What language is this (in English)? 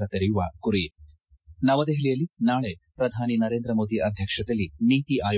Kannada